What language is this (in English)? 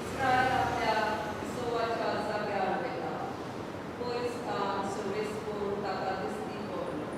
Konkani